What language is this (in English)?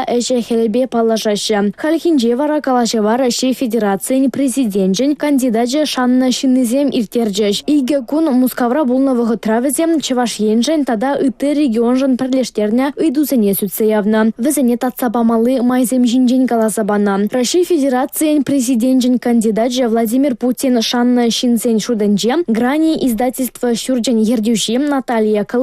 Chuvash